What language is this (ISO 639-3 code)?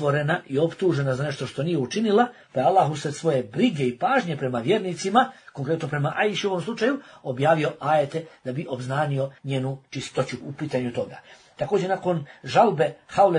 bos